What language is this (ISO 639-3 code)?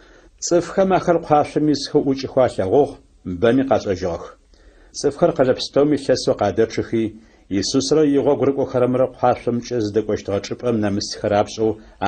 ady